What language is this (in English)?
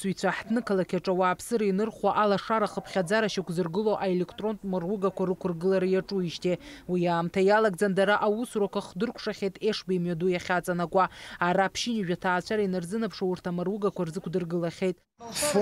Abkhazian